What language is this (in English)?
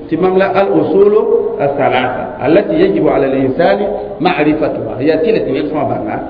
Mossi